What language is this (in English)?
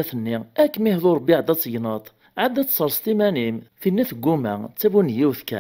Kabyle